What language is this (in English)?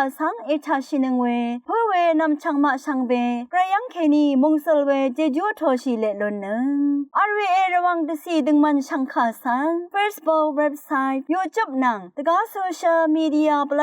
Rawang